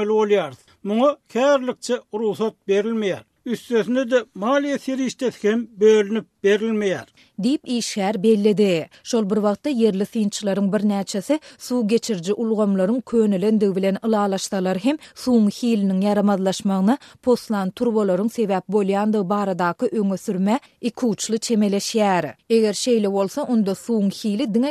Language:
Turkmen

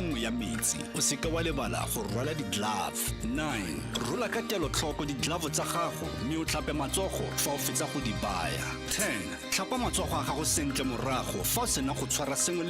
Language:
Tswana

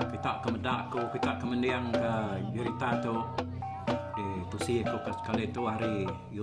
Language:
Iban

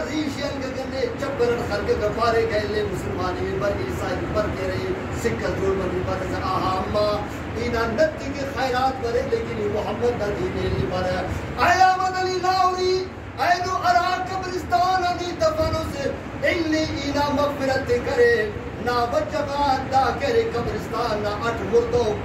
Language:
Brahui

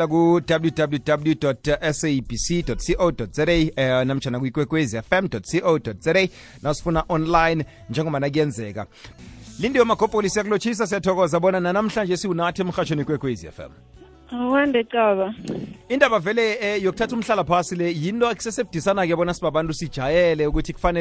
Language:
South Ndebele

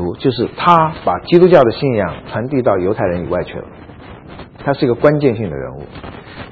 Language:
Chinese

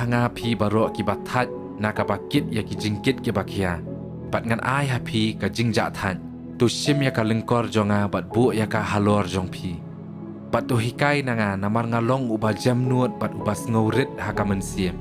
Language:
Khasi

